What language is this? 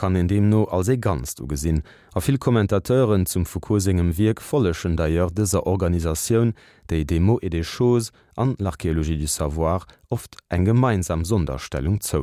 Luxembourgish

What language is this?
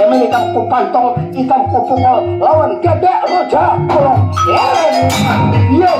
Banjar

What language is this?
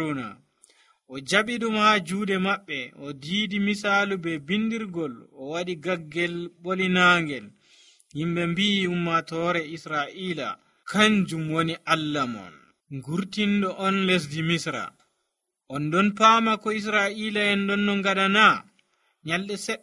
Nigerian Fulfulde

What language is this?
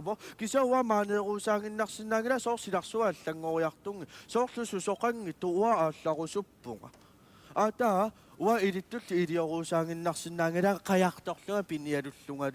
Kalaallisut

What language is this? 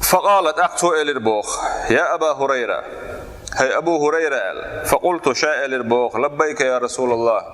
Chechen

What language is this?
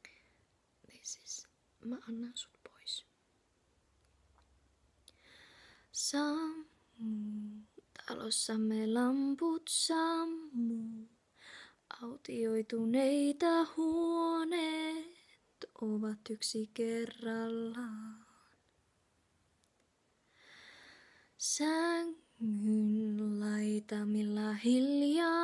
Finnish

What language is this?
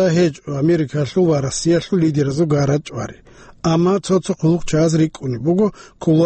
Avaric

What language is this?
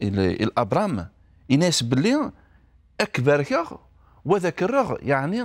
Kabyle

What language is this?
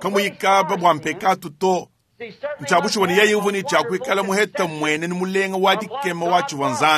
Luba-Lulua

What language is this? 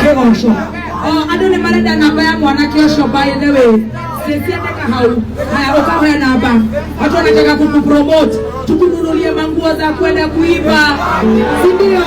Kikuyu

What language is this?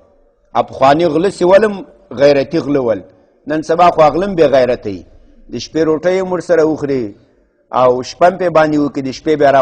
Pashto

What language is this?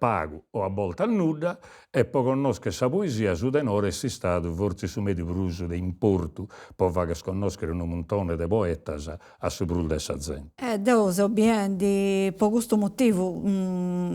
Sardinian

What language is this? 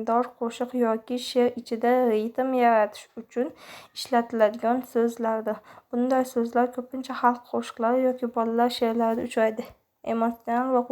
Uzbek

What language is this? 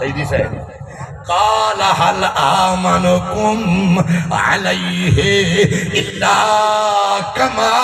Saraiki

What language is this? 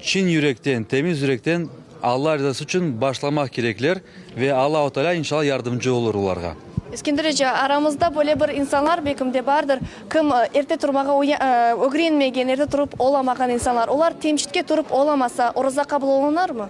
Crimean Tatar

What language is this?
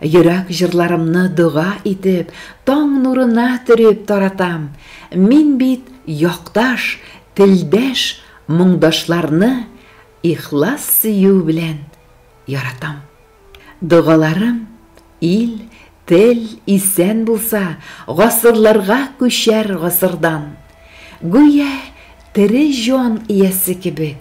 Tatar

